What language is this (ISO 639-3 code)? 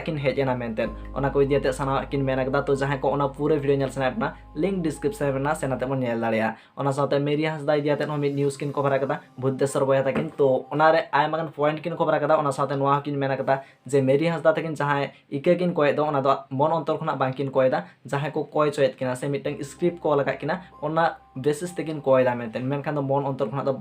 sat